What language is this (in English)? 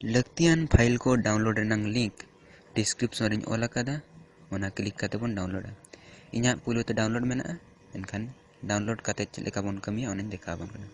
Santali